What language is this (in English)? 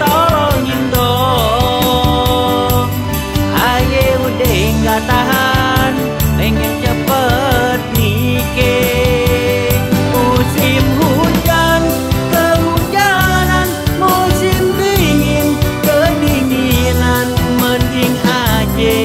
Betawi